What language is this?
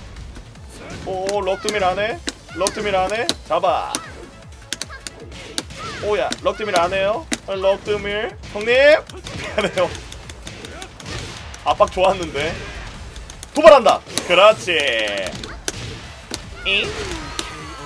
Korean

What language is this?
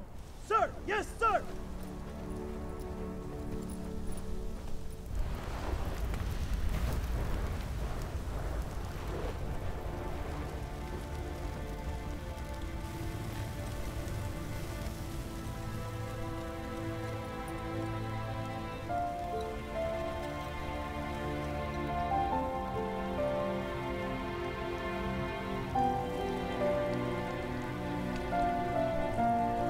Chinese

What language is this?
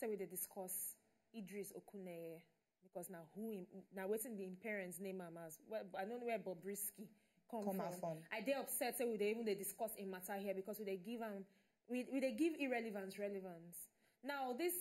Nigerian Pidgin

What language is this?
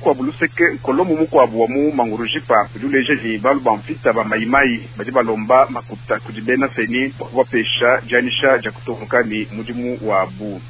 Luba-Lulua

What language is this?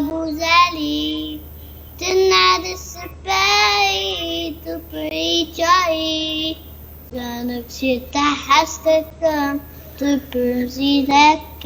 Kurdish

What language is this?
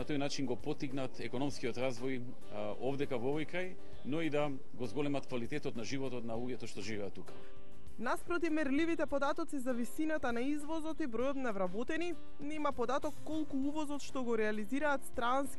Macedonian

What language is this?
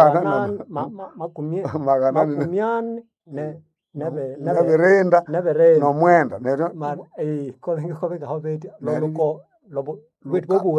Nande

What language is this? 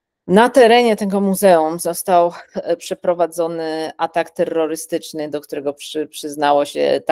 Polish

